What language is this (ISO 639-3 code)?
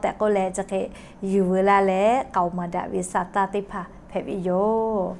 lhu